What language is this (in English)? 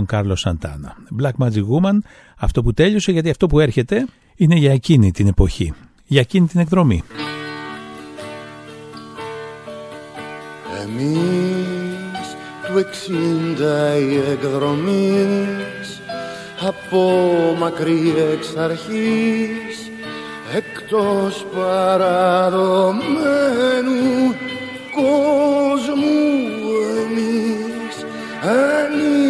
Greek